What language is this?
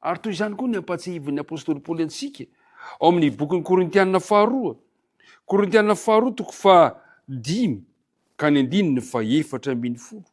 Malagasy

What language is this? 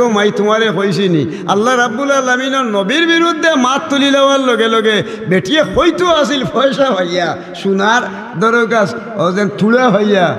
Sylheti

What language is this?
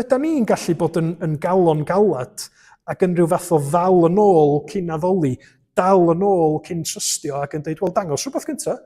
Welsh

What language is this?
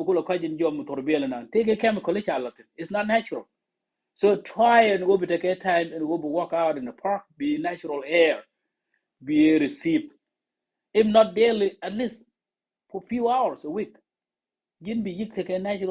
Nuer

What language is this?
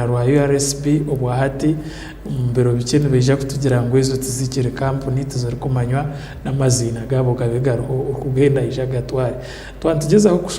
Nyankole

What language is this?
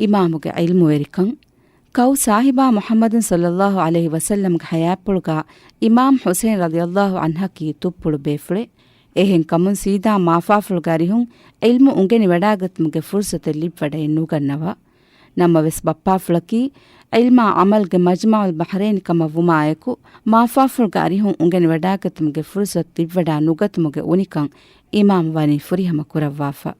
Divehi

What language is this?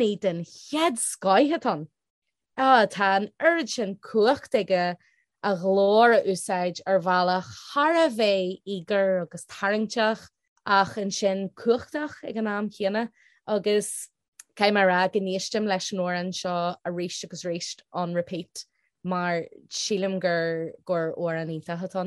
Irish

